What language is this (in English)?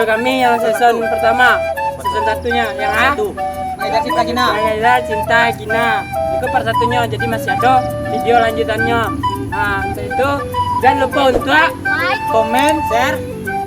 Minangkabau